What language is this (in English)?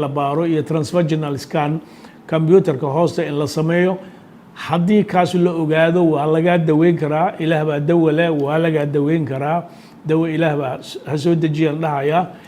Somali